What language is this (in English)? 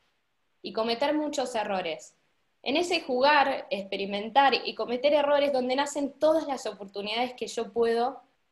Spanish